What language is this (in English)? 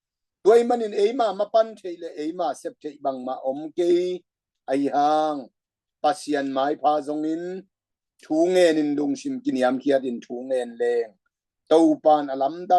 Tedim Chin